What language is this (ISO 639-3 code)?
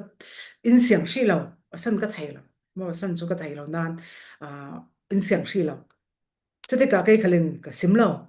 cfm